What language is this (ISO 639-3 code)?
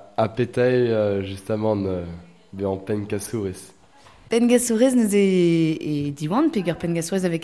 bre